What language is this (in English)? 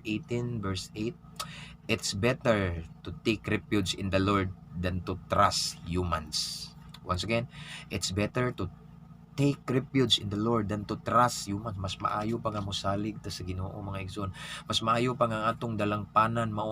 Cebuano